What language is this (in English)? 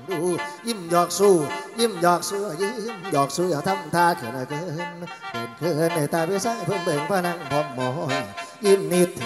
Northeastern Thai